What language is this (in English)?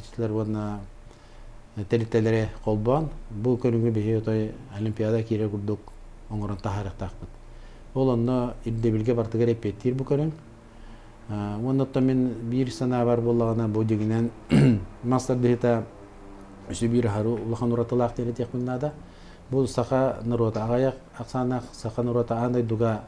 Yakut